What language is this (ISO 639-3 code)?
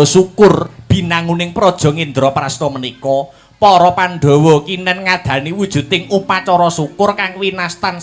jav